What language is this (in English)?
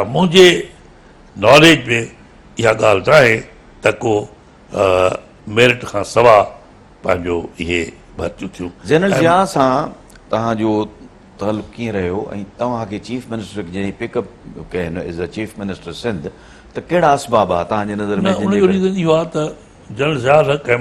Sindhi